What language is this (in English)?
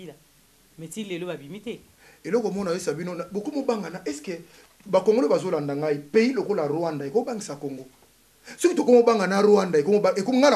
Lingala